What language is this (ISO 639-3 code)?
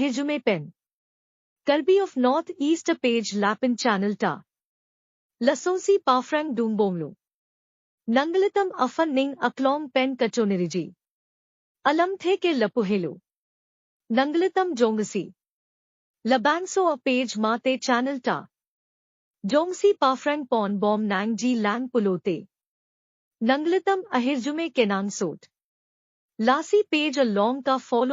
mjw